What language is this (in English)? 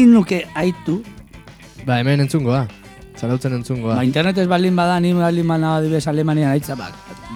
Basque